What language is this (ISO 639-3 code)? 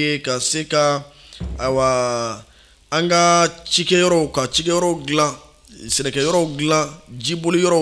bam